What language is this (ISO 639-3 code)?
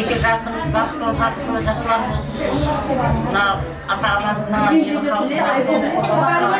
kaa